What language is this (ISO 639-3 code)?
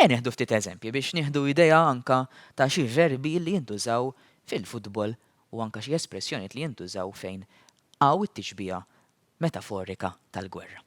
mlt